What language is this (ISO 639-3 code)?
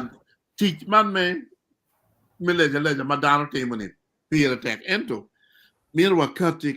ach